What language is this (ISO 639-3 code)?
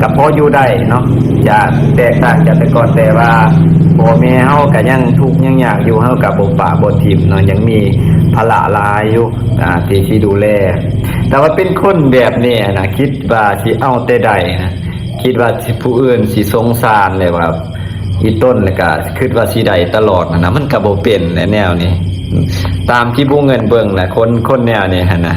lao